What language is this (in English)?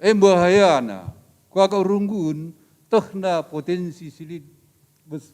Batak Karo